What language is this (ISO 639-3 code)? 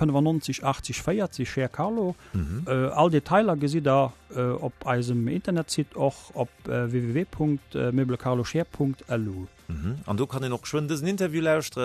ltz